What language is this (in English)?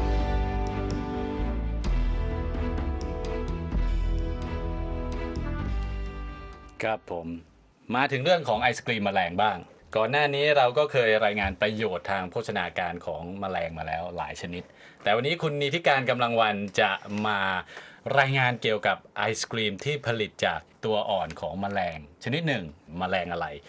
Thai